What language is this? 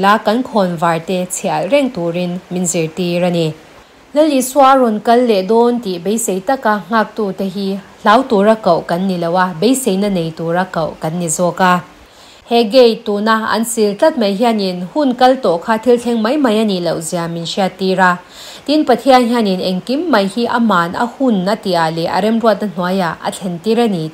Mizo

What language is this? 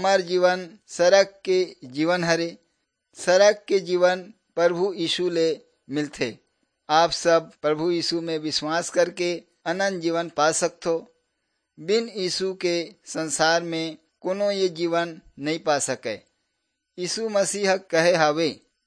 Chhattisgarhi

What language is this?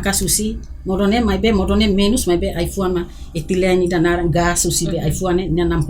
Tetum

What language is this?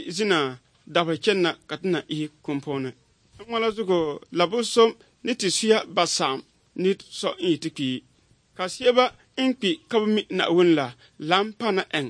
Dagbani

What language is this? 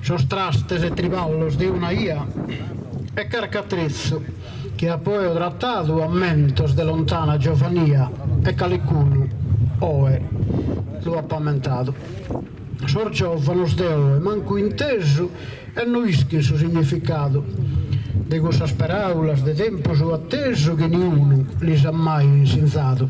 Sardinian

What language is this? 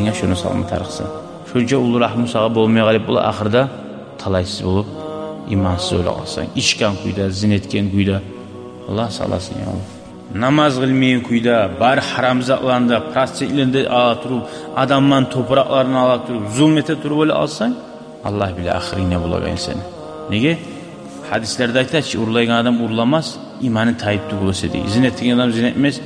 Kumyk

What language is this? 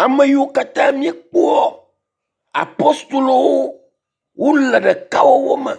Ewe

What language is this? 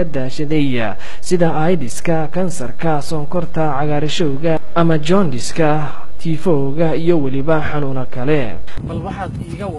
Somali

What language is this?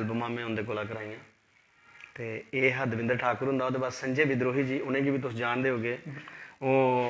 Dogri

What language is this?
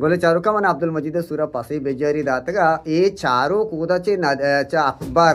Eastern Balochi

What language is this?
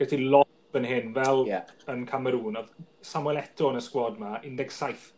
Welsh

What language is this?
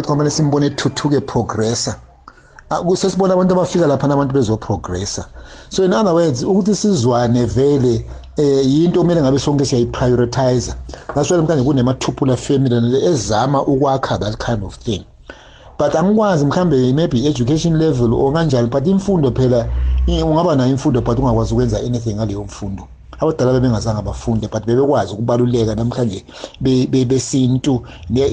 Zulu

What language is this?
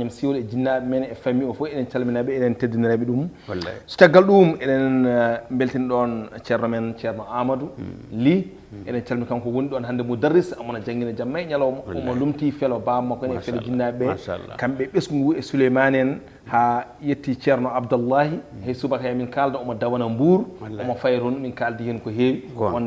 Fula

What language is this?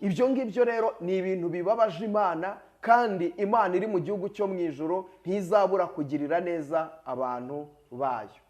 Kinyarwanda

